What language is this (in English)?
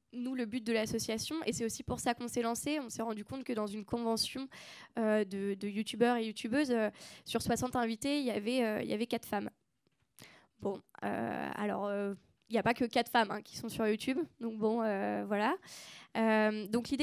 French